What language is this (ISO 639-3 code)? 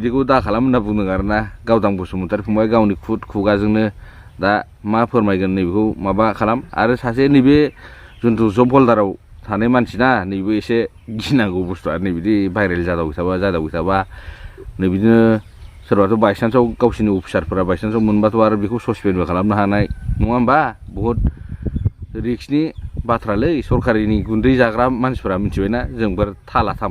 brx